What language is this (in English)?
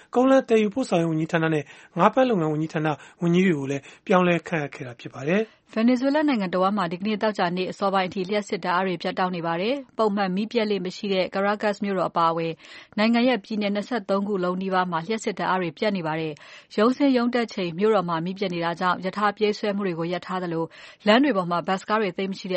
Burmese